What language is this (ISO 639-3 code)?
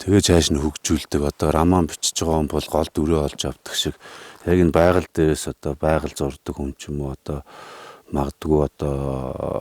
mon